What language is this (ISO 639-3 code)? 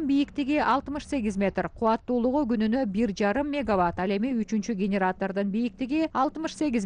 kir